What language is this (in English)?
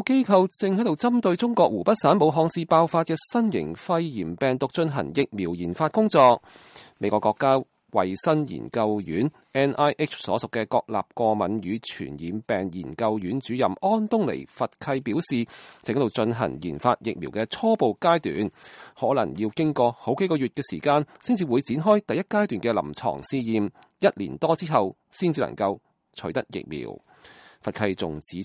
Cantonese